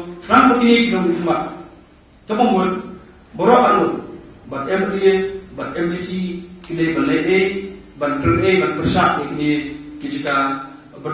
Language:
Khasi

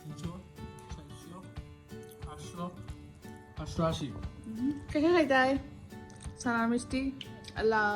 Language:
Sylheti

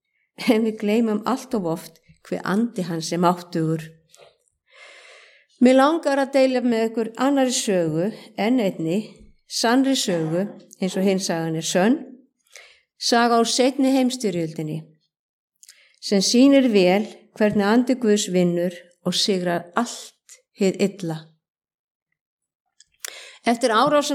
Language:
Icelandic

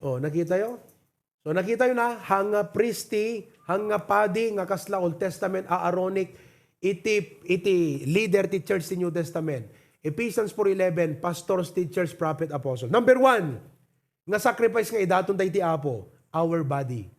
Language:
Iloko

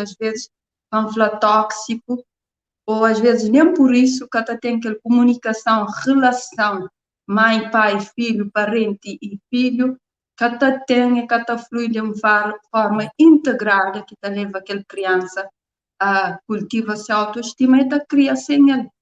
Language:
Kabuverdianu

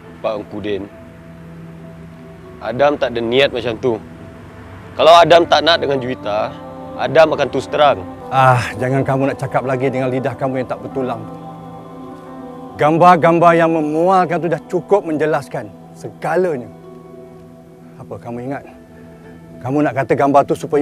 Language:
Malay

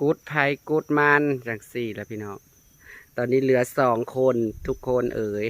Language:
Northeastern Thai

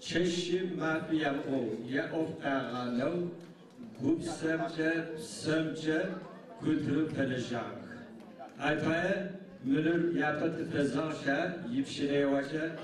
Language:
Adyghe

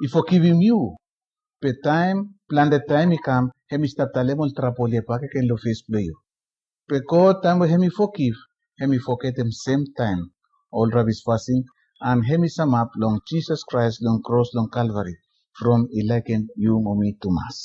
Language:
Bislama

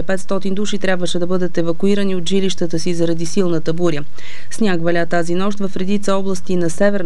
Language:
Bulgarian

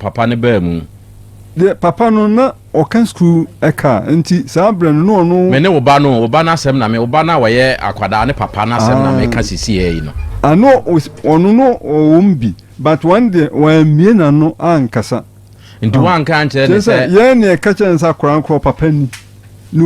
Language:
Akan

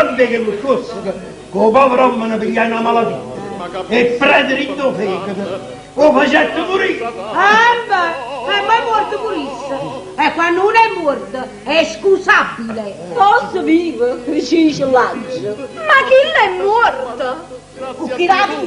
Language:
Neapolitan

